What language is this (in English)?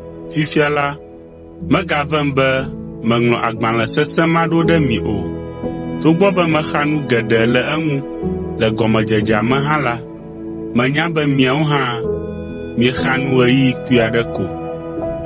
Ewe